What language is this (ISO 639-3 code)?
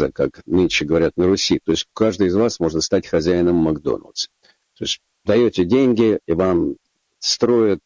rus